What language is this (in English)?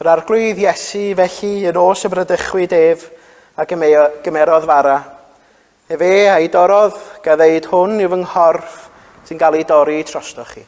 Welsh